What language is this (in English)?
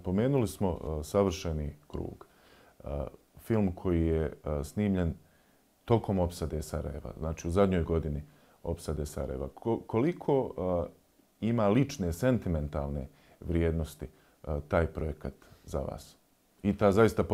Bosnian